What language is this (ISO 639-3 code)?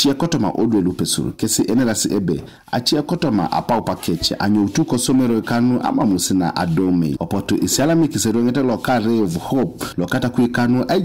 teo